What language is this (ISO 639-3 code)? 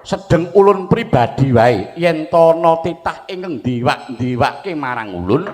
jav